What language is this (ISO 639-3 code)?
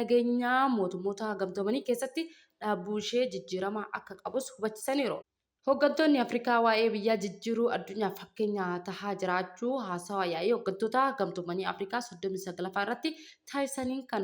orm